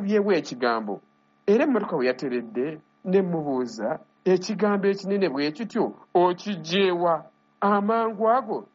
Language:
Ganda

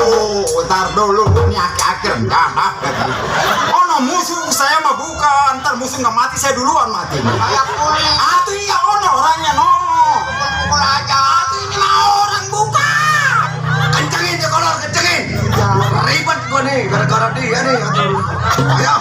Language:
Betawi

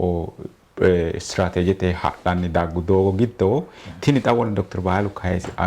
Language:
Sidamo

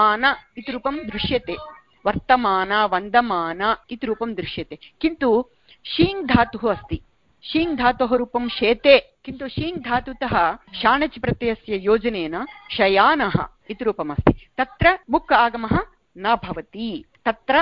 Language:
Sanskrit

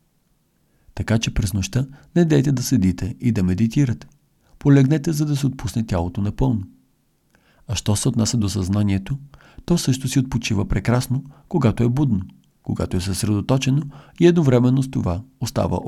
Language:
Bulgarian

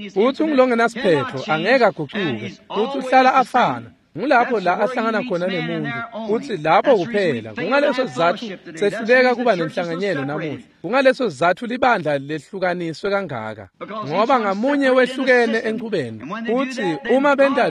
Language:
Swati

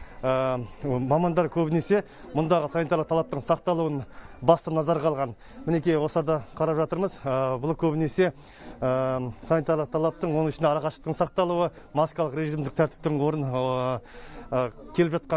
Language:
Kazakh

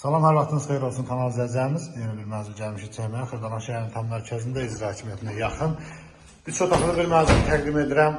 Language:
Azerbaijani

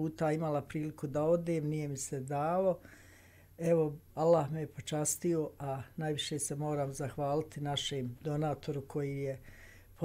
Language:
Bosnian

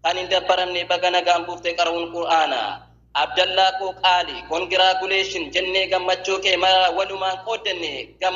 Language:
Oromo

